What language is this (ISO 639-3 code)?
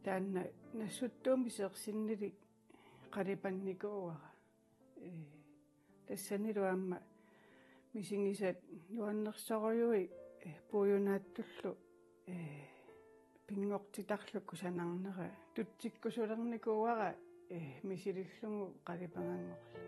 kal